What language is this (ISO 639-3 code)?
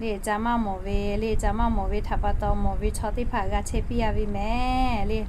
lhu